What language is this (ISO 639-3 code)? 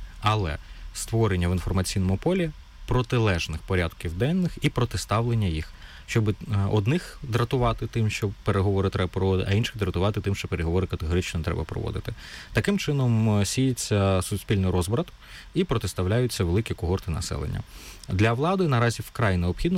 ukr